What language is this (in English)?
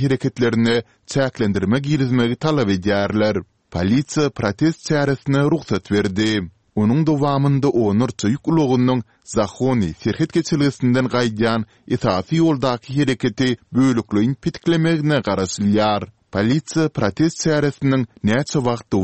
Turkmen